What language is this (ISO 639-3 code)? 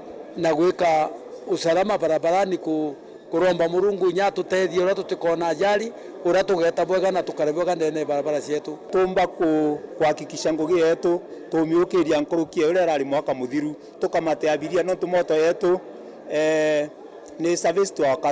mer